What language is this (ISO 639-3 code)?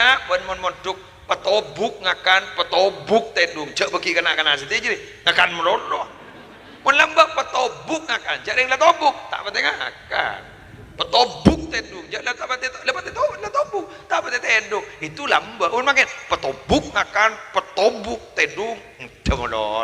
mad